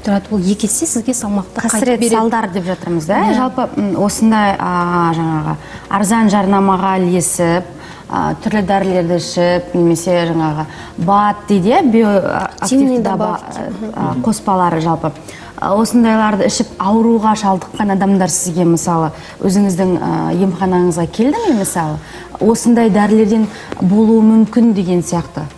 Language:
Kazakh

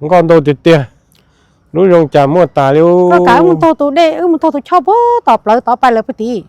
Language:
Hmong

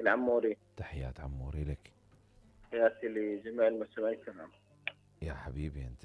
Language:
Mesopotamian Arabic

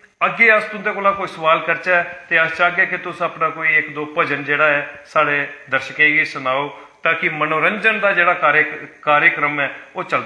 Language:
Dogri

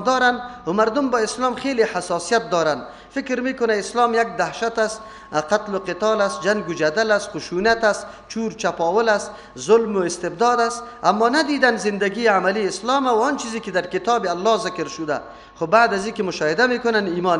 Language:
Persian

